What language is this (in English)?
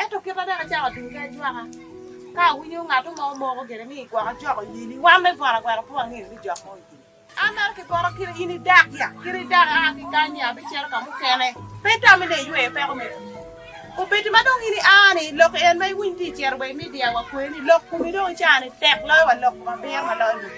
Acoli